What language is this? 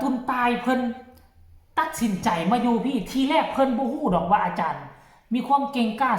Northeastern Thai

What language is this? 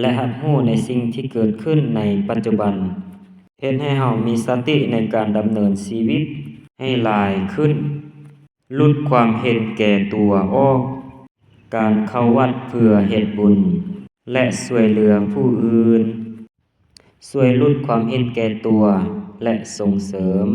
Lao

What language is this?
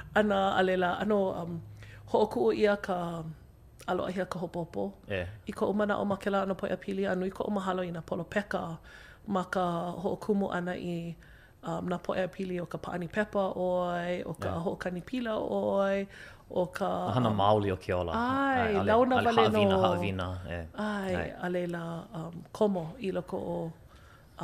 Hawaiian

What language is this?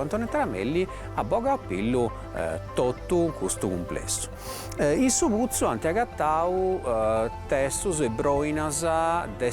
Sardinian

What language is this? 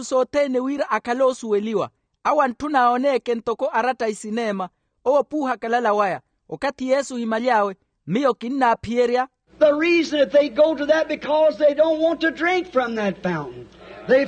Makhuwa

